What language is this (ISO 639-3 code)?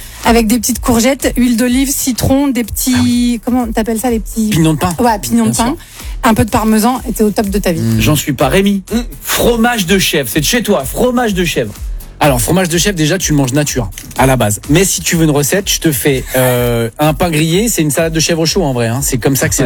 fra